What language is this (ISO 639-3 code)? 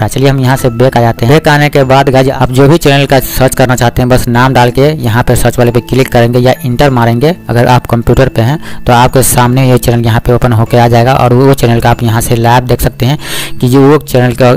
hin